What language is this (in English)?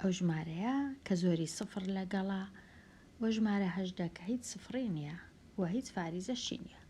Central Kurdish